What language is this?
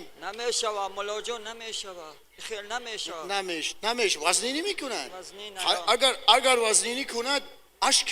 Tajik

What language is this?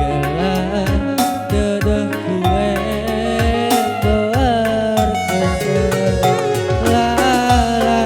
Batak Karo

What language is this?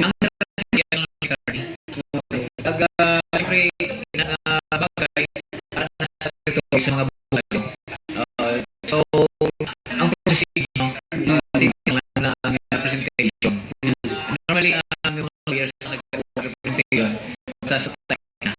Hiligaynon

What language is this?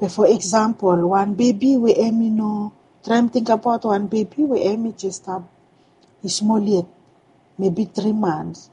Bislama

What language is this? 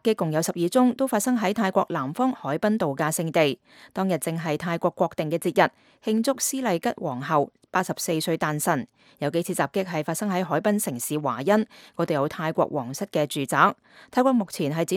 Cantonese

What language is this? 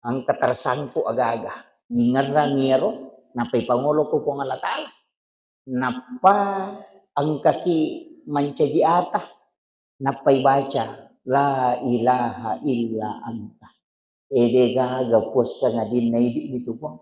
Buginese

